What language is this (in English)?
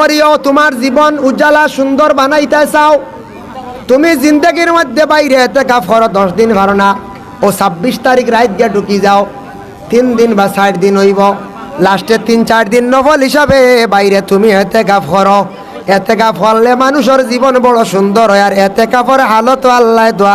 Sylheti